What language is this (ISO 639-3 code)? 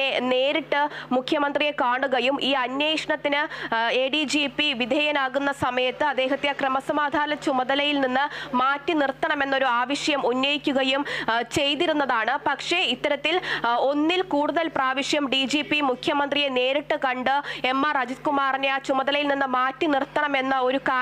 mal